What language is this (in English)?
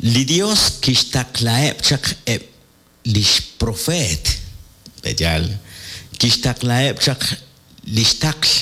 Kekchí